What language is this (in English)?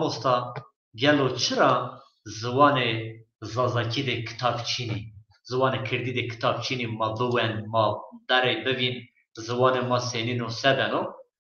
Zaza